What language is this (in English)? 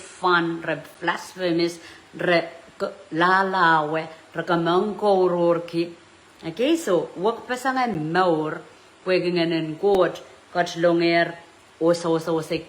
Pohnpeian